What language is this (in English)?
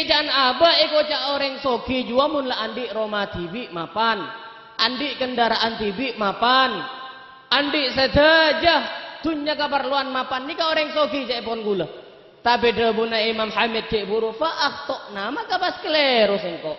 Madurese